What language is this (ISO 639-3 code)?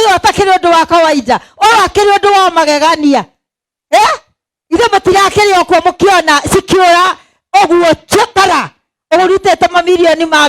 kik